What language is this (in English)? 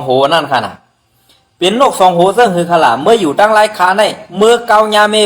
Shan